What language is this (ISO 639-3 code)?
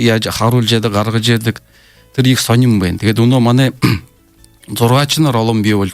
bua